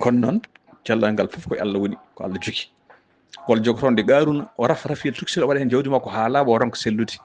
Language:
Fula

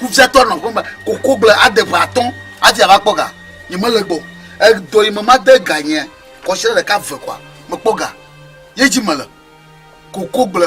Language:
Ewe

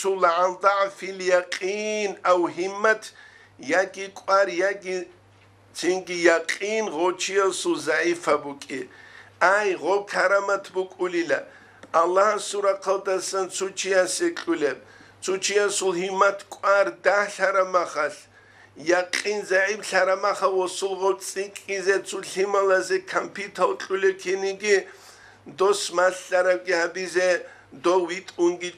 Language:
Avaric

